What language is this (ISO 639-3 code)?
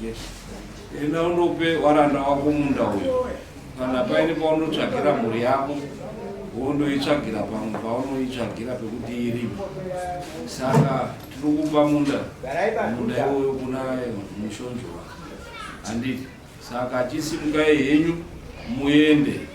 sna